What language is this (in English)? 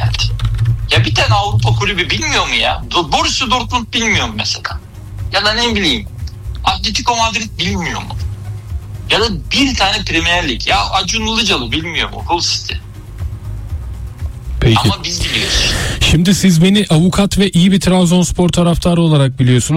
Turkish